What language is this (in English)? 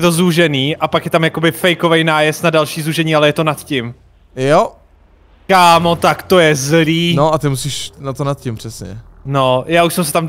Czech